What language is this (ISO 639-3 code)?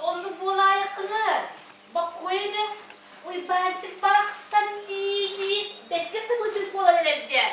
sah